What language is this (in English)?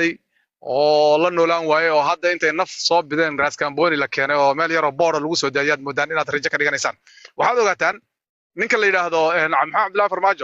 Somali